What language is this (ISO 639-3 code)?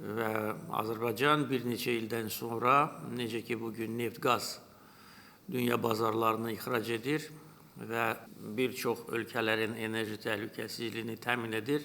aze